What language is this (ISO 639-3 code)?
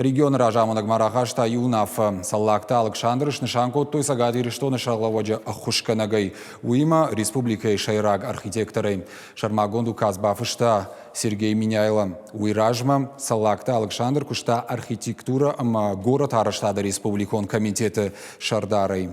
oss